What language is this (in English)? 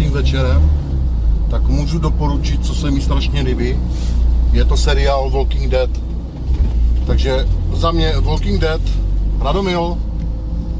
Czech